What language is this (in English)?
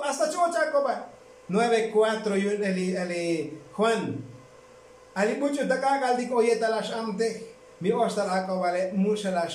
Tzotzil